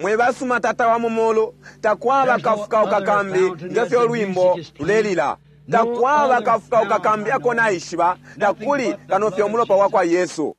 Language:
Bemba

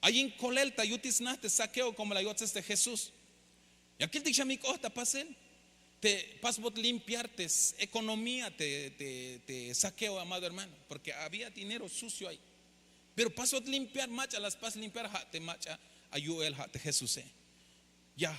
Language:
Tzeltal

